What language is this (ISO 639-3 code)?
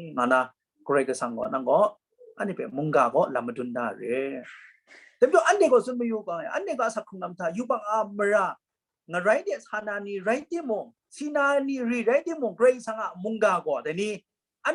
kac